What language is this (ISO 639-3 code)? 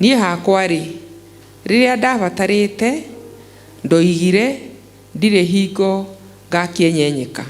kik